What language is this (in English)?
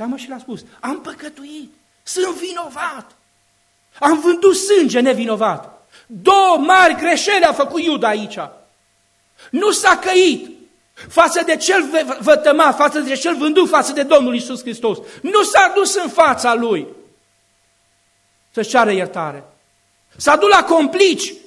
Romanian